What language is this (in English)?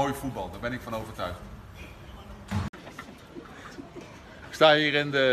Dutch